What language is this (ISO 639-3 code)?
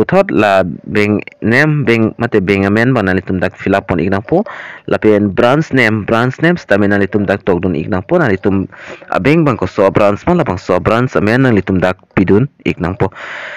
mjw